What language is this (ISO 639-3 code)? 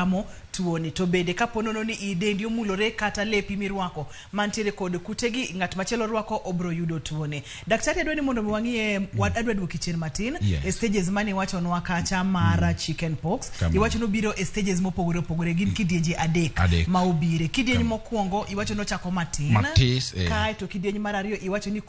luo